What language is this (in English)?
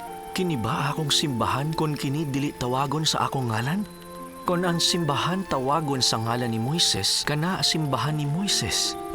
Cebuano